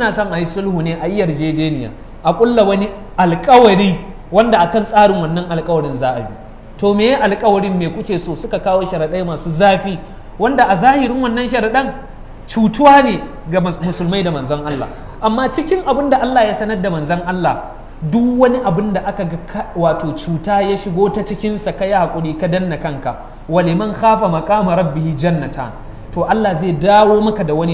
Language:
Hausa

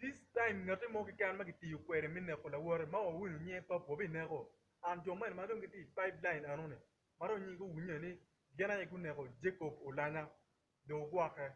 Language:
Acoli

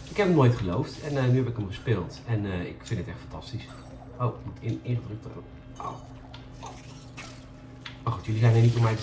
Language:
Dutch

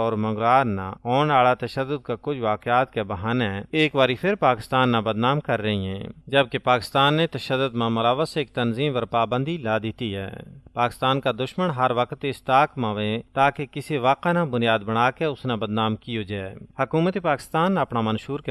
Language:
Gujari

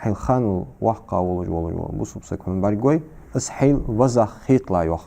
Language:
Ingush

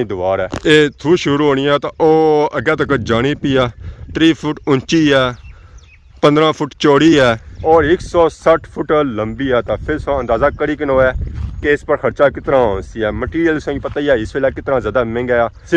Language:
Pahari-Potwari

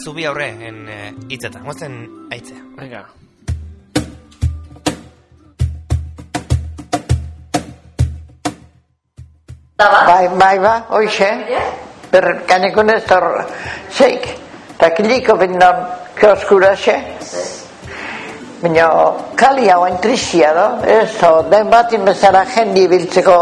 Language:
Basque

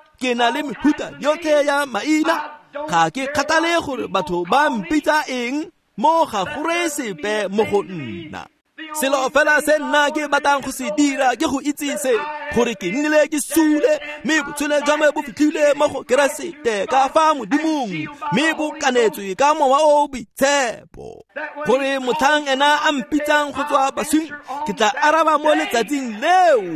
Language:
Tswana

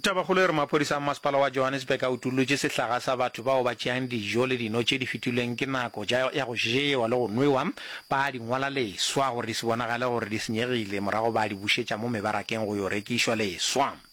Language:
Northern Sotho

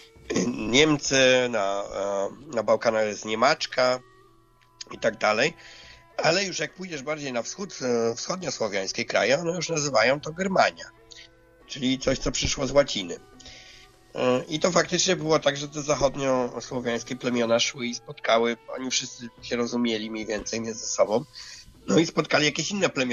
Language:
Polish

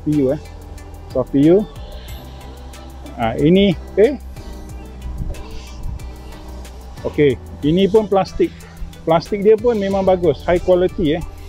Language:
Malay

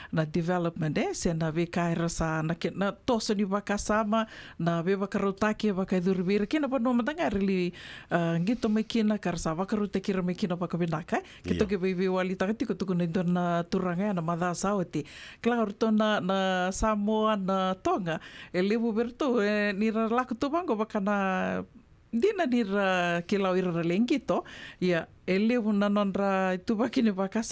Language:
Fijian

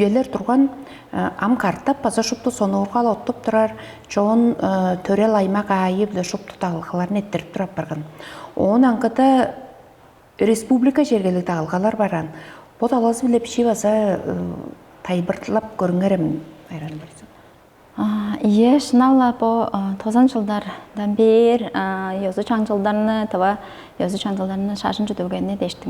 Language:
Tuvinian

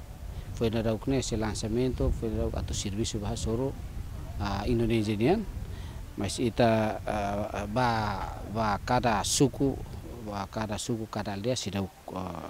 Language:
Tetum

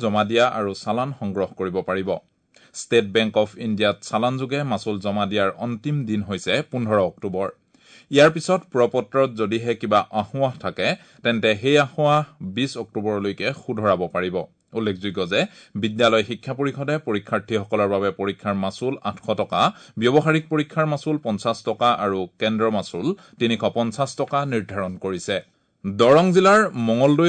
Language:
Assamese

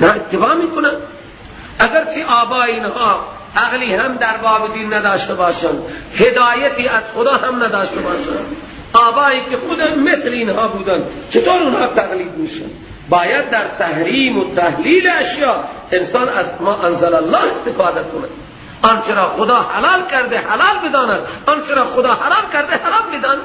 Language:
Persian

